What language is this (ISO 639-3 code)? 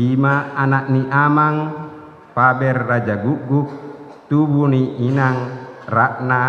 bbc